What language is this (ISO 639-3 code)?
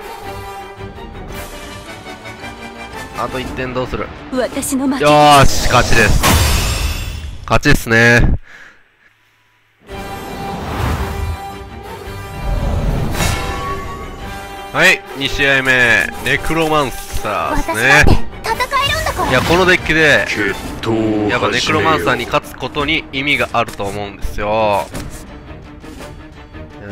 jpn